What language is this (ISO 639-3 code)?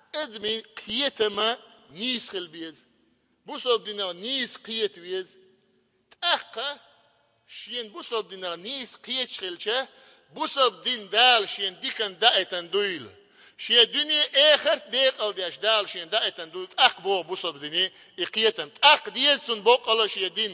che